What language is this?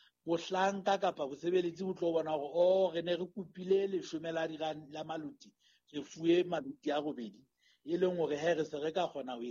Southern Sotho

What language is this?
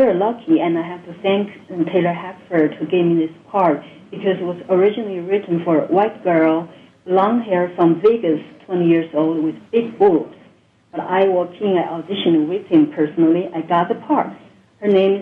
English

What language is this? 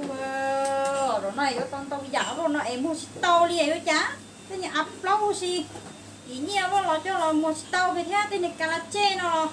Hmong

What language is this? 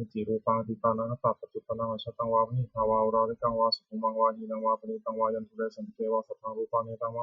Pali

